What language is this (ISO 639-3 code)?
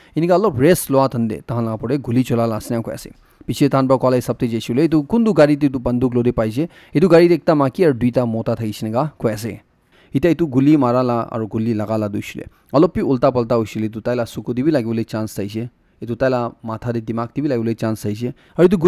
nag